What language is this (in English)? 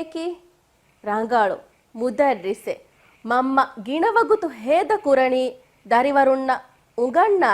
Divehi